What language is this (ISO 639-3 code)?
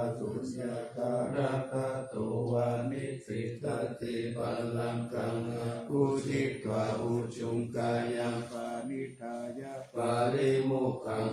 pli